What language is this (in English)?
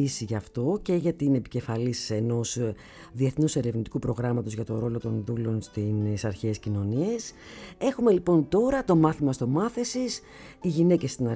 Greek